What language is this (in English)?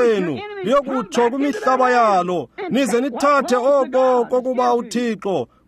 Xhosa